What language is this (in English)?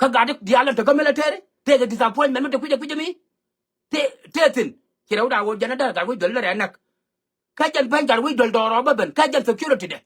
Nuer